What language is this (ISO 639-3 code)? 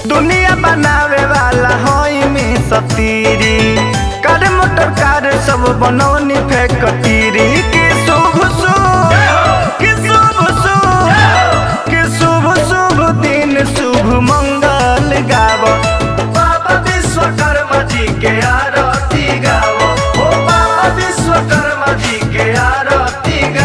bho